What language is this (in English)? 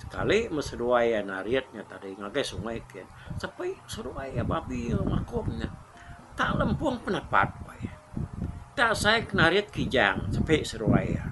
Iban